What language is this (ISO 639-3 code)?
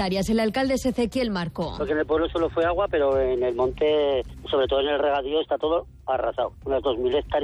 spa